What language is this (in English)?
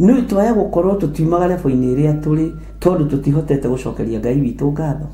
Kikuyu